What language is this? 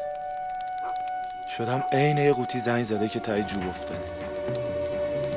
Persian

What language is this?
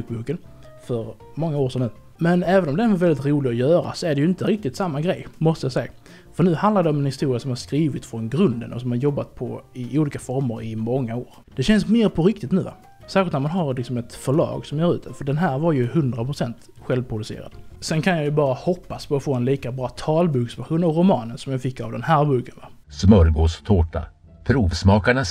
Swedish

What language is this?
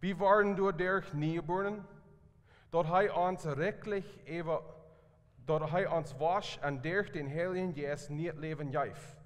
Plautdietsch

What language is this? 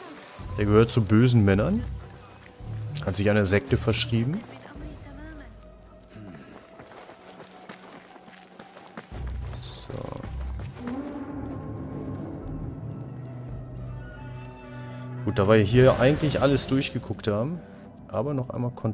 German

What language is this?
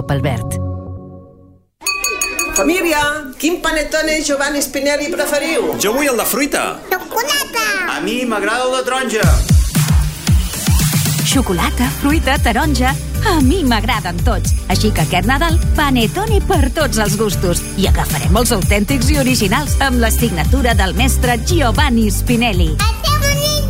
Catalan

